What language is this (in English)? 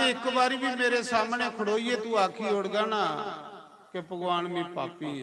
Dogri